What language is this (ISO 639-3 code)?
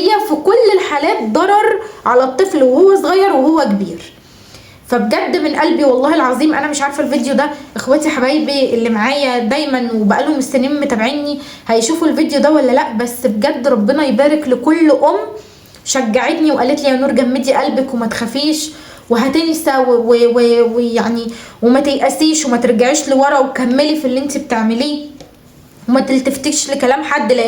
arz